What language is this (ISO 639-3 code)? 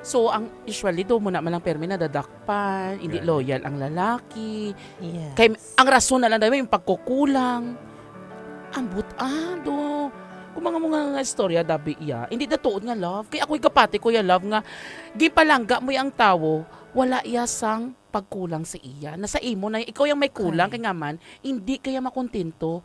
hil